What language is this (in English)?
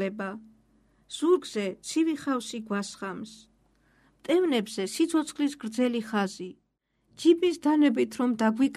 Georgian